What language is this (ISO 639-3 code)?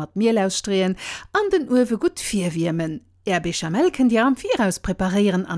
ltz